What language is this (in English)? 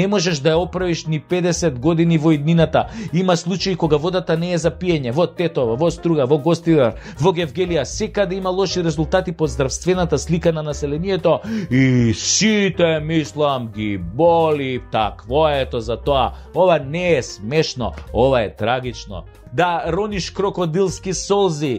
Macedonian